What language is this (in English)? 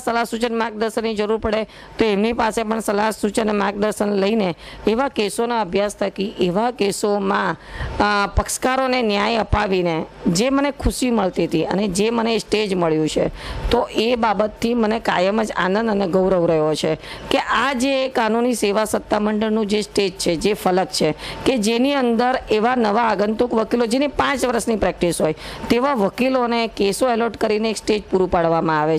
Gujarati